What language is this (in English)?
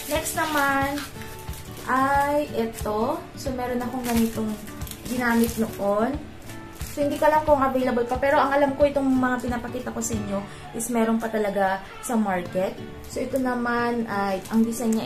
Filipino